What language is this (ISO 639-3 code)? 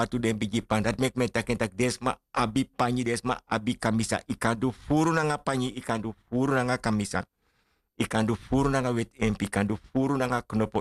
srn